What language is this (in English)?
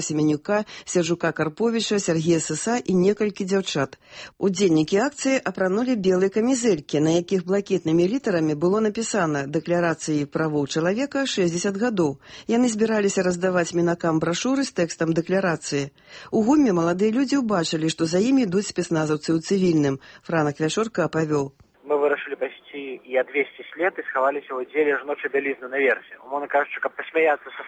Belarusian